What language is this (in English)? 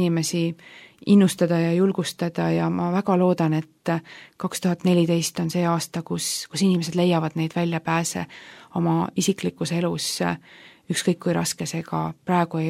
Estonian